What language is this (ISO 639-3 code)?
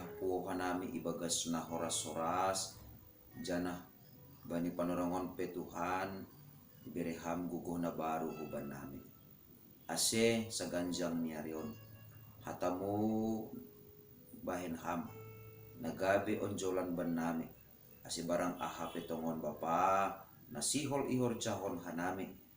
bts